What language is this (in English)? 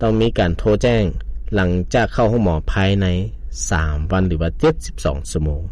Lao